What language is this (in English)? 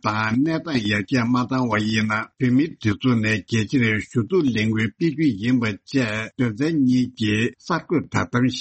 Tibetan